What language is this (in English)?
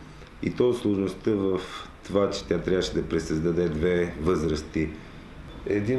Bulgarian